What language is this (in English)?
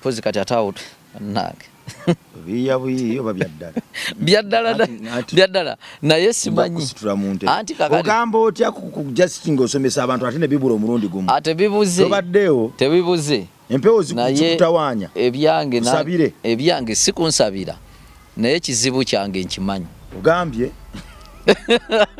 Ganda